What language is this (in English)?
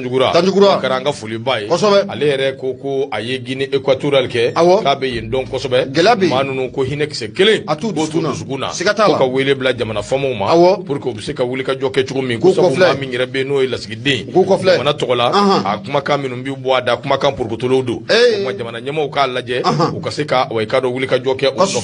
Bambara